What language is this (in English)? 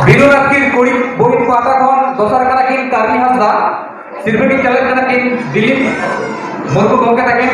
Santali